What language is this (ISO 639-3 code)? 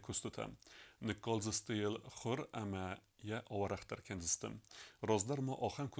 oss